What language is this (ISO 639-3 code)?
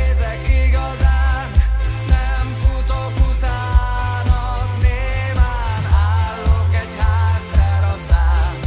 hun